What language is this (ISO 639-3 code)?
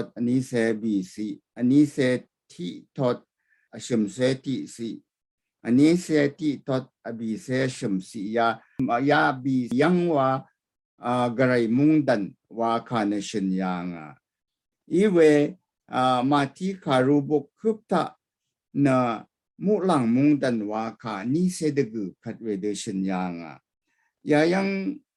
raw